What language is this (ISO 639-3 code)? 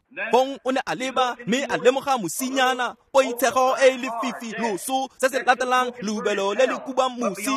tsn